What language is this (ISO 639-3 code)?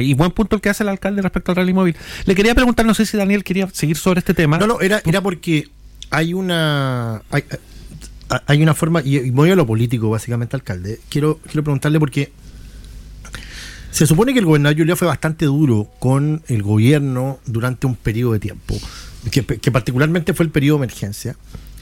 spa